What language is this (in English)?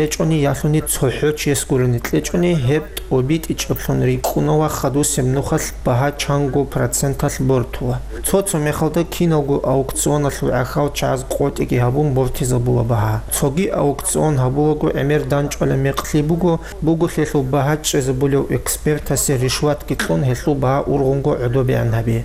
Avaric